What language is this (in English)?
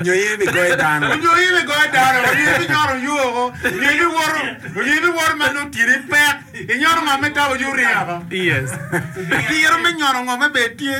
Acoli